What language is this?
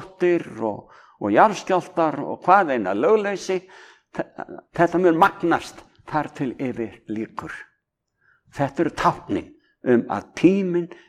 Icelandic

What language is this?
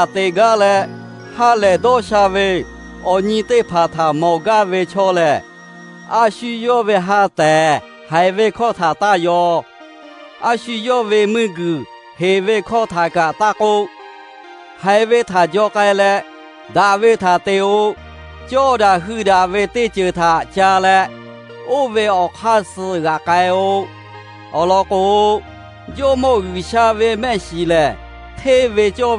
Lahu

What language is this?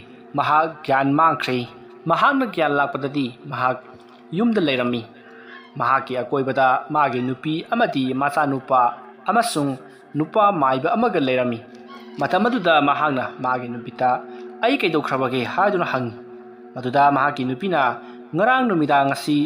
Manipuri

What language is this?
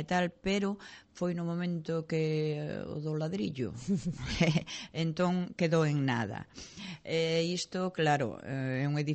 Galician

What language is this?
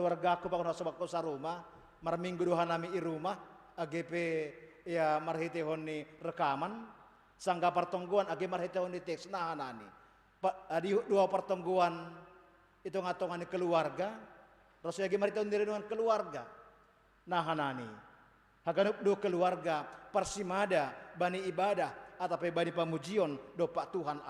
Batak Simalungun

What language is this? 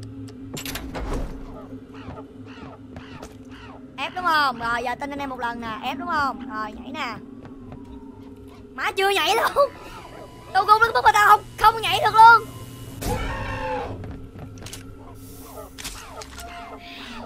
Vietnamese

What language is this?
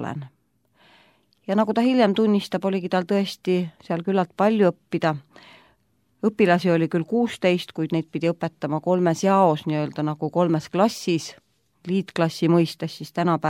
Estonian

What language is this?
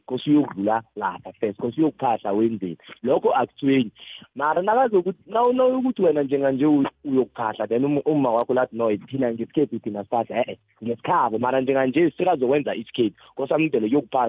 South Ndebele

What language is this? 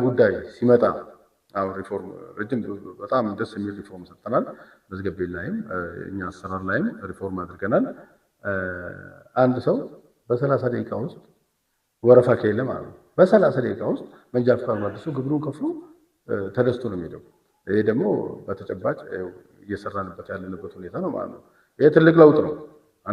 Amharic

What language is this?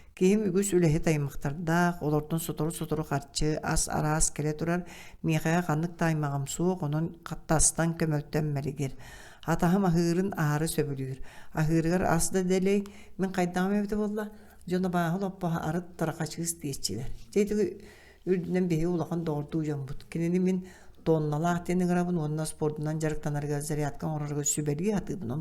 Yakut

